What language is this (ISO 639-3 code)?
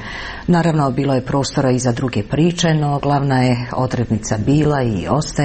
hrv